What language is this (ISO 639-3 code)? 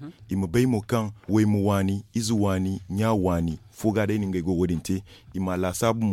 dje